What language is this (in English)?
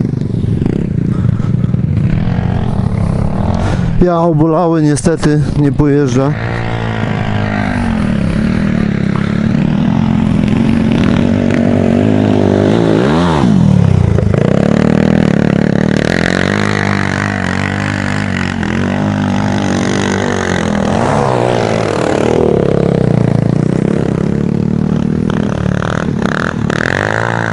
Polish